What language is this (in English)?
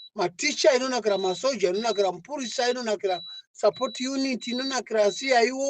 Shona